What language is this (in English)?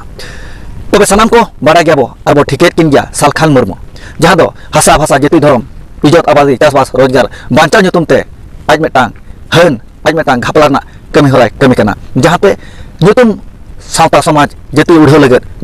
Santali